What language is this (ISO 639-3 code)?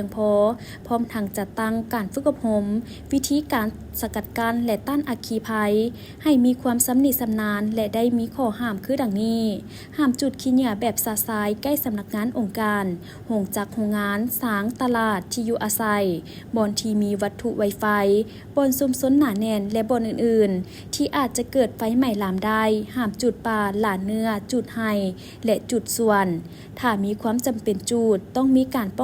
lao